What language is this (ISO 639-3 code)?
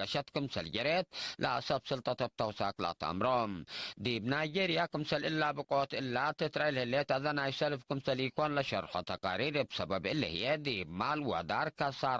tig